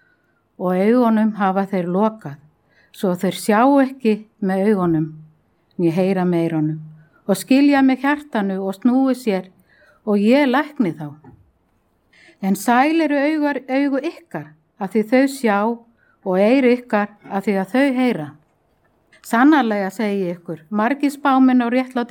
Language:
Icelandic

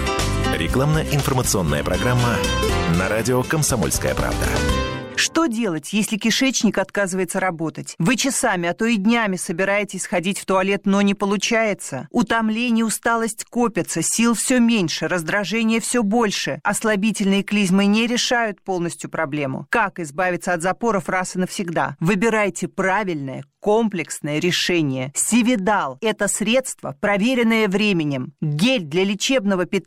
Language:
Russian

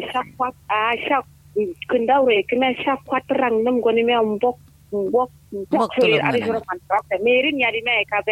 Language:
Kanuri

